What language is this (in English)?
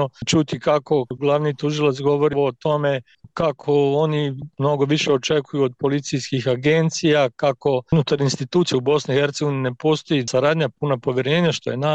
Bosnian